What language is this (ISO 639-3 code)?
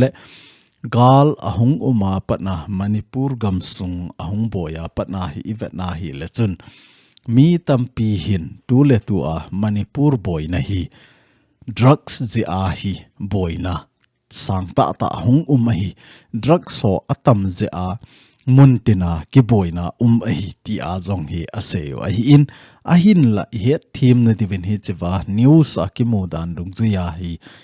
tcz